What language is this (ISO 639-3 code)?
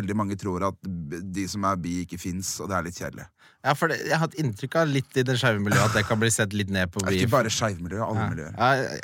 nor